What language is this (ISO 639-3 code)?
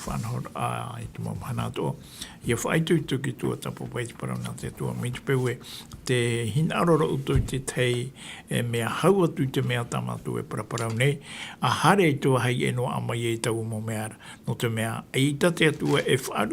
tah